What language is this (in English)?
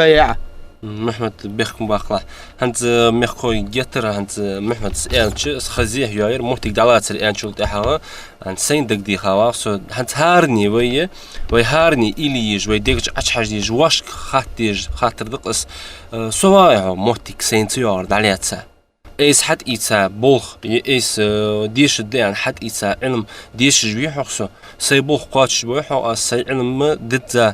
Ingush